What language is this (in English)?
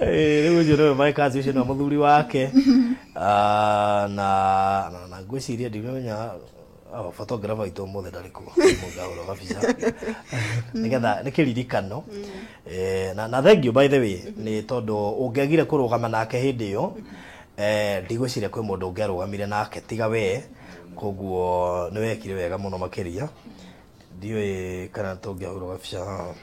Kikuyu